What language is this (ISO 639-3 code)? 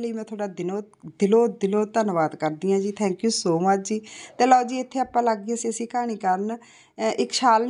pan